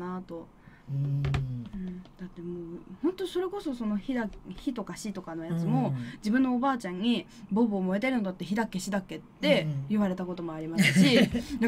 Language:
Japanese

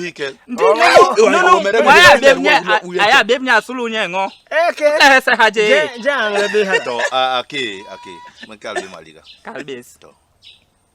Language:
Basaa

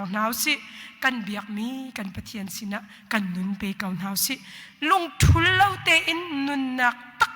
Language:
Hakha Chin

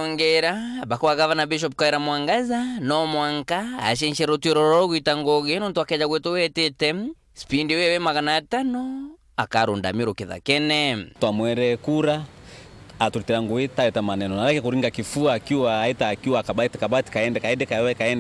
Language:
Meru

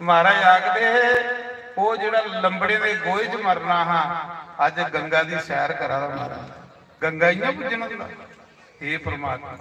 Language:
Dogri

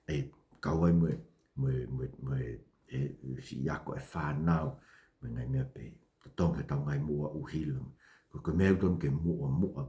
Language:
Tongan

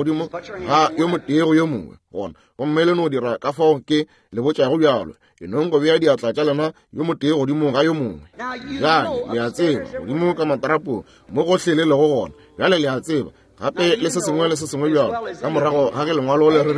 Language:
Northern Sotho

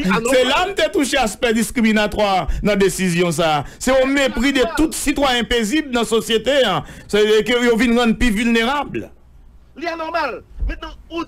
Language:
Haitian Creole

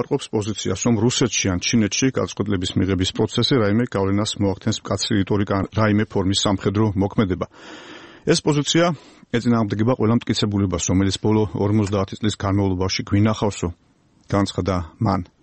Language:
Georgian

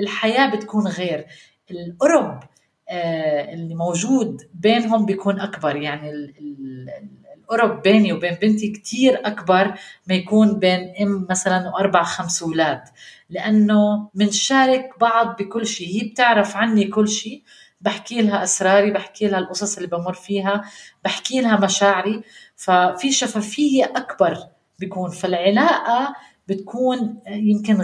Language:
North Levantine Arabic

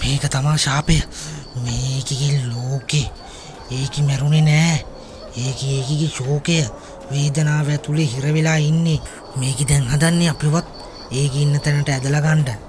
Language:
Sinhala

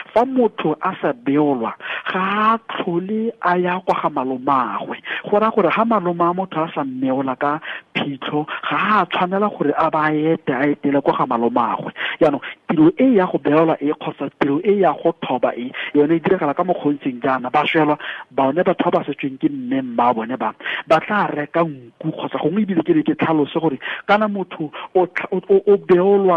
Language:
Tswana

